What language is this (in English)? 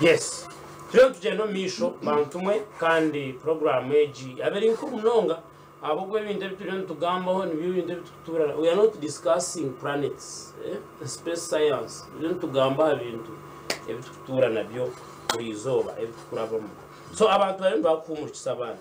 Nyankole